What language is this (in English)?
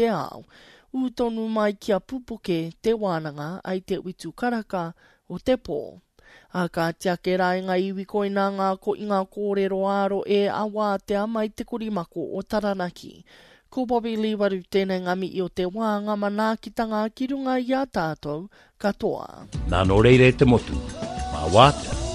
Māori